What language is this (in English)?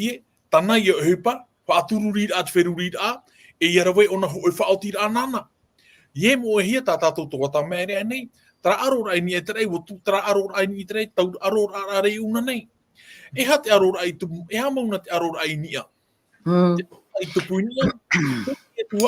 Tahitian